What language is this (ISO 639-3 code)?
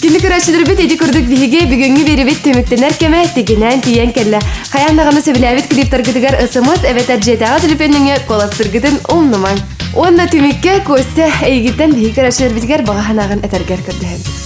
sah